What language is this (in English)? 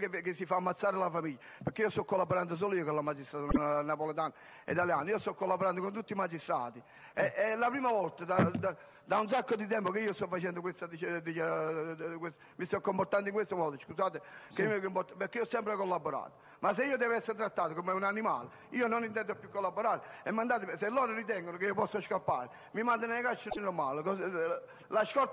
Italian